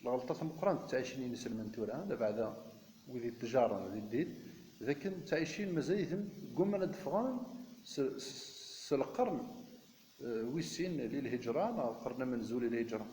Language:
Kabyle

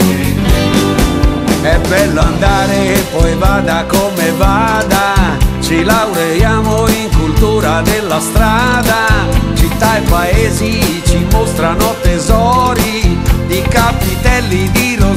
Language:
Italian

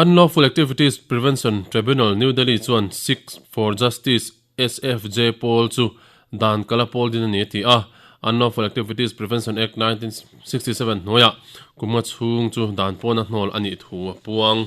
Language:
Mizo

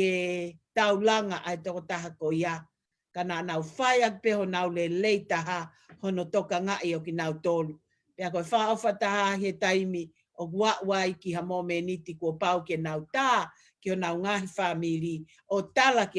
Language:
Tongan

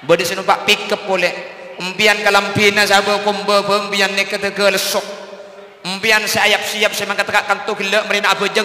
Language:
Madurese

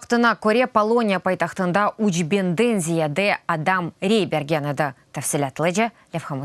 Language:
Crimean Tatar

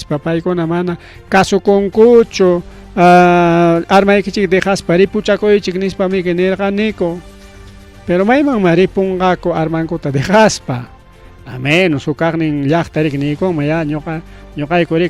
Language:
Ayacucho Quechua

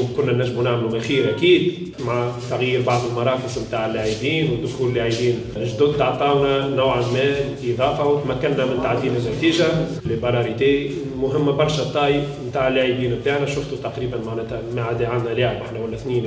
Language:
Tunisian Arabic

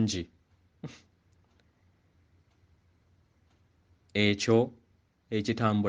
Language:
Ganda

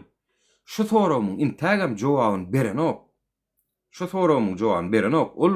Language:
Turkmen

